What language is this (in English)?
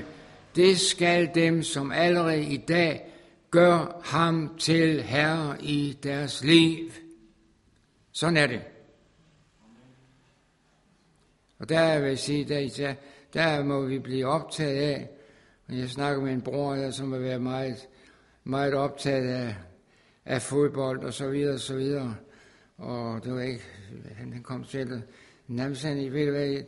Danish